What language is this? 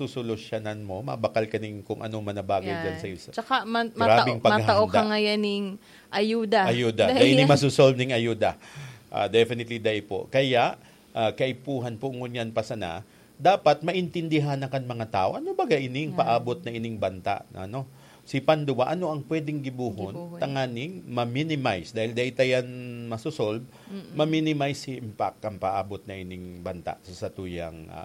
Bikol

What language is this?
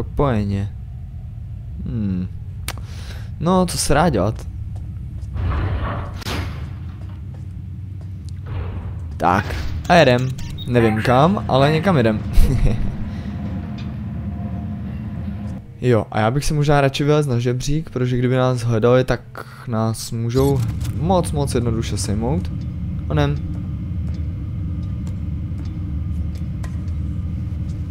Czech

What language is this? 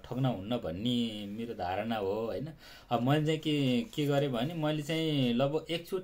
Nepali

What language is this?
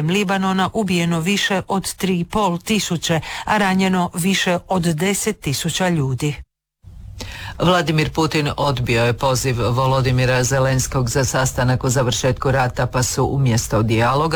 Croatian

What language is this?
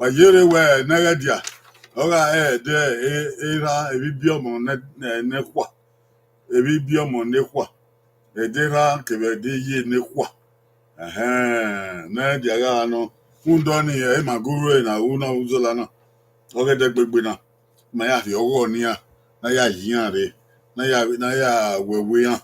Bini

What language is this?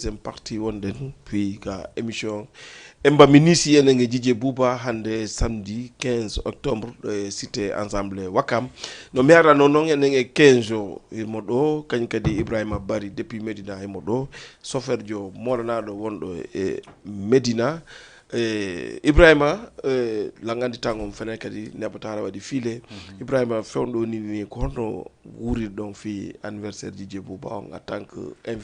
Fula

